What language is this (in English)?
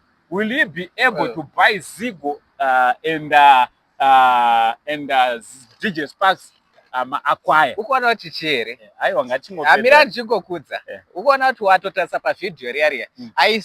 Shona